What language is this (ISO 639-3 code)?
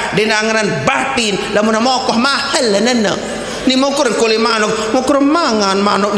sas